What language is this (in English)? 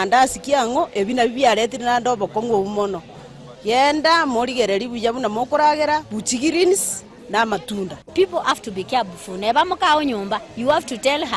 Gusii